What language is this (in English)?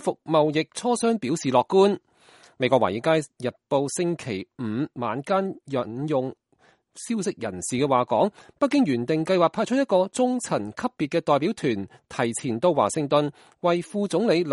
Cantonese